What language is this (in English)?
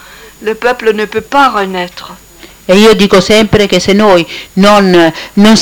Italian